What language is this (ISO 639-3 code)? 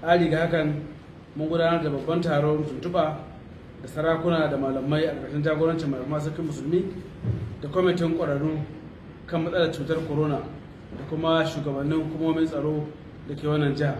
hau